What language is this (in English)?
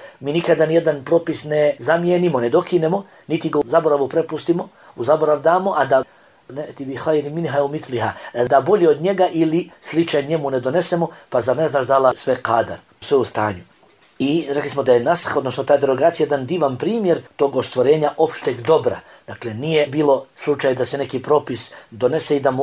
Bosnian